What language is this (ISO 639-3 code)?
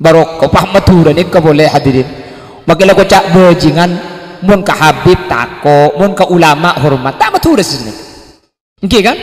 mad